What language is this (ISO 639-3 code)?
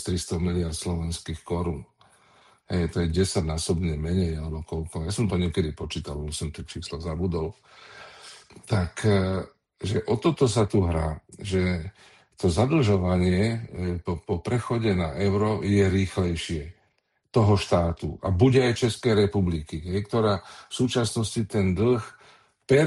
slk